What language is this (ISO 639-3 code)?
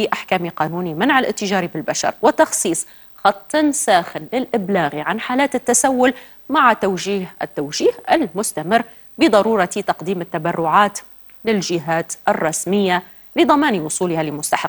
ara